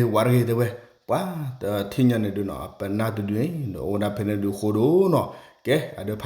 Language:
S'gaw Karen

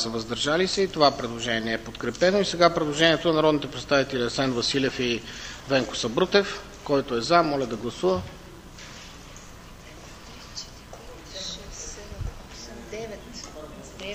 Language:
Bulgarian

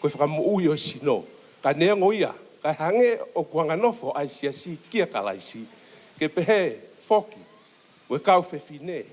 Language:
Tongan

